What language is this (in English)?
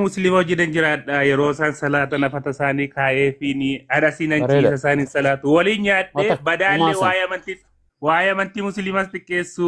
Oromo